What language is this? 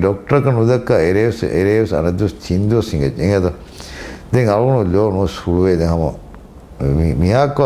Divehi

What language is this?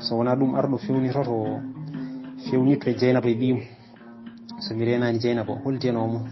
Fula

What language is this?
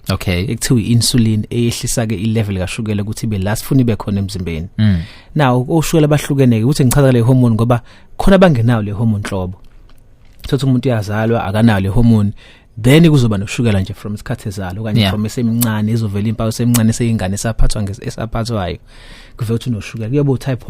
Zulu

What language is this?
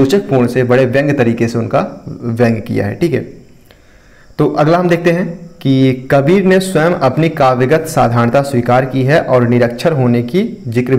Hindi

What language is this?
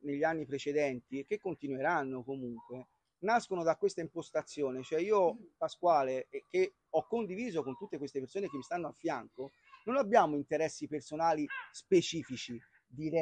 Italian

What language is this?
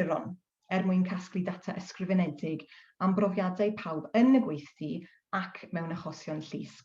Welsh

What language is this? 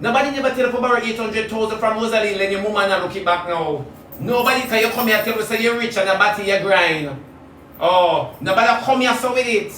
Jamaican Creole English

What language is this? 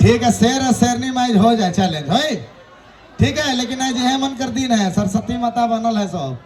Sadri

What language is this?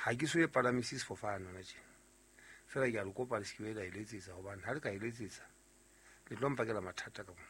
Southern Sotho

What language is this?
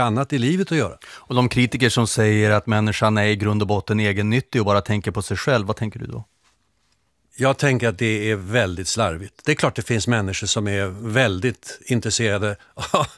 Swedish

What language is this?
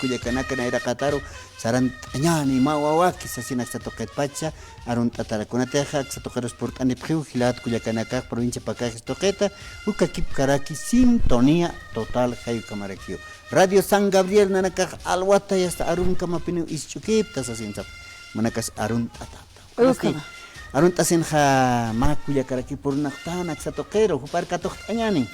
Aymara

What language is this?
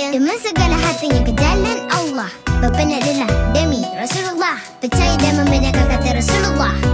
Malay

